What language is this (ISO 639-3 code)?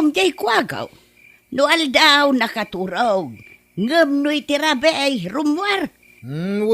ilo